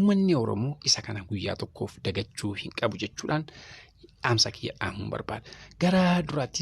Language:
Oromo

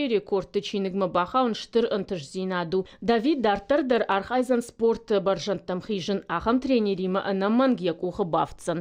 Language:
Ossetic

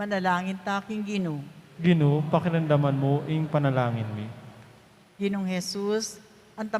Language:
Pampanga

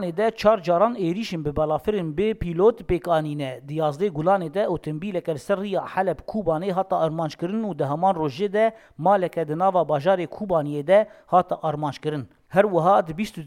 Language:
Kurdish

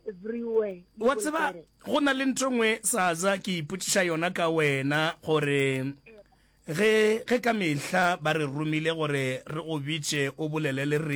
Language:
Northern Sotho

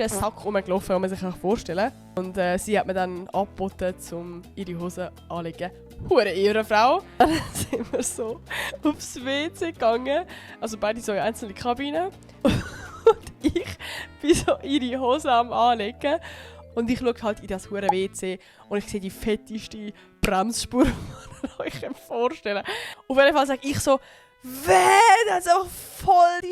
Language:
Swiss German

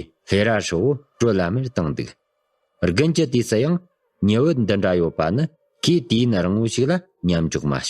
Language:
Tibetan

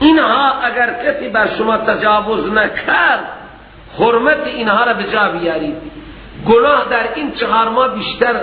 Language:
Persian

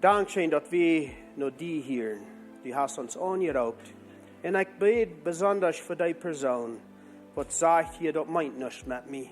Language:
Plautdietsch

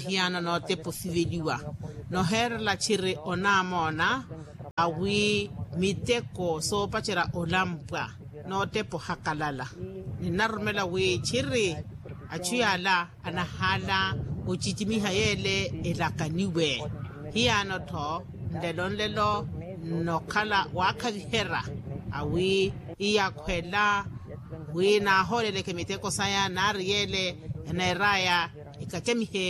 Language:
Makhuwa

